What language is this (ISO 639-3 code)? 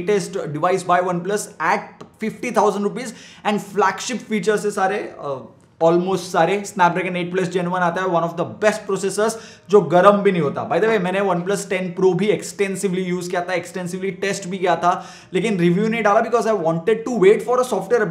hin